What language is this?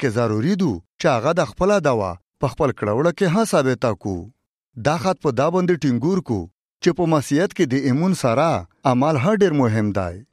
Albanian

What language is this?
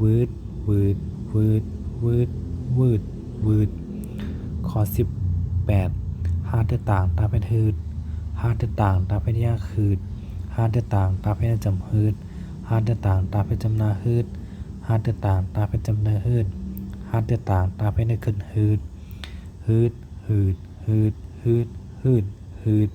Shan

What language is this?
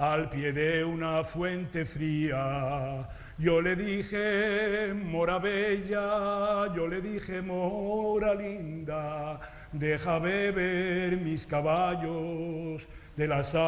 Ladino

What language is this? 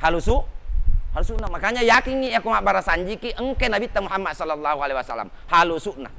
Buginese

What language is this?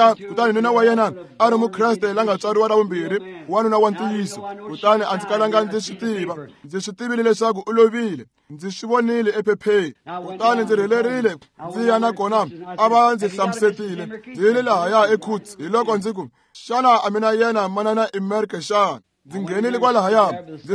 Tsonga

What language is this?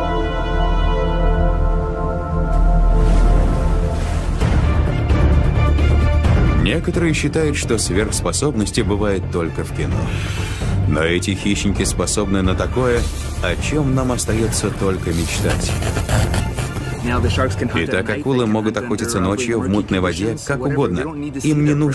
Russian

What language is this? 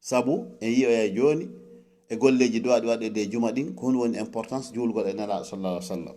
Fula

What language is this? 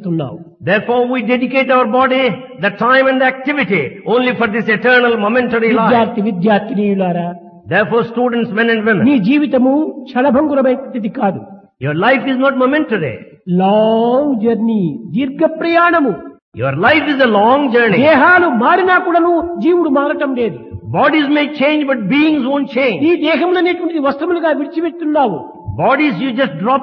Telugu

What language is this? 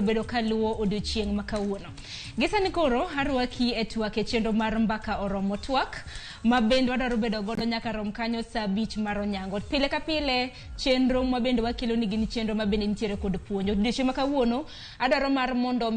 Luo (Kenya and Tanzania)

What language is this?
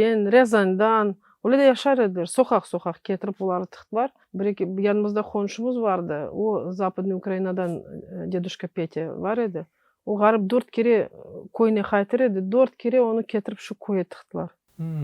Crimean Tatar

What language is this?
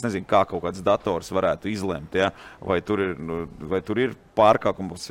Latvian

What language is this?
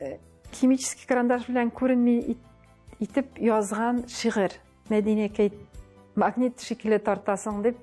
Tatar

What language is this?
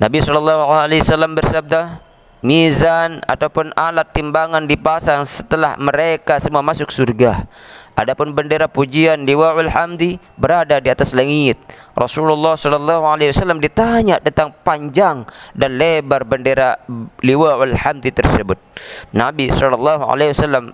Sasak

